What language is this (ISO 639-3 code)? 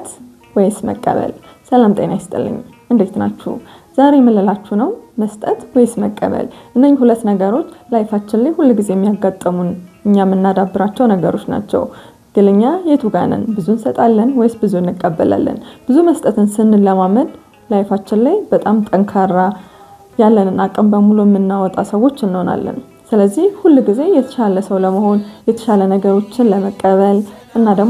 amh